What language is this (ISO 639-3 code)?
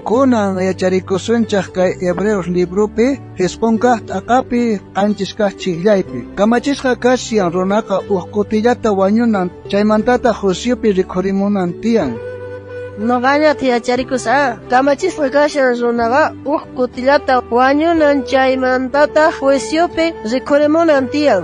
quh